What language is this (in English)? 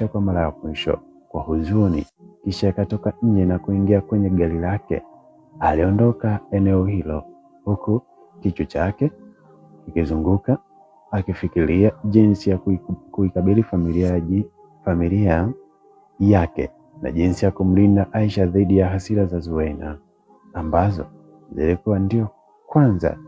Swahili